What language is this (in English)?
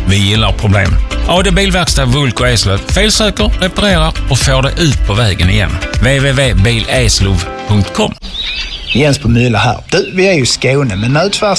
Swedish